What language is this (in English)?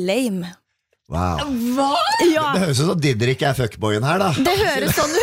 Norwegian